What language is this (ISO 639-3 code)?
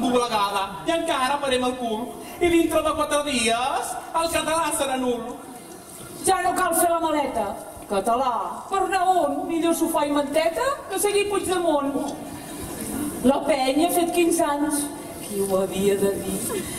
cat